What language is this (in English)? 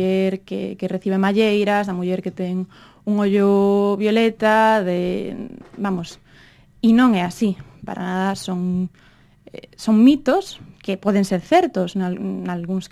Galician